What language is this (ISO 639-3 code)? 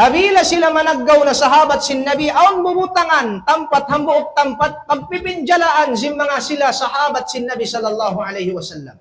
tsg